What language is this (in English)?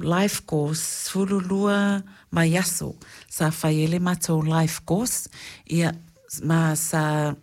Samoan